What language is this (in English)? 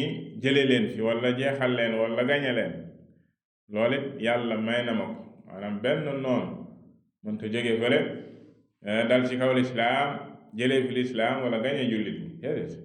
Wolof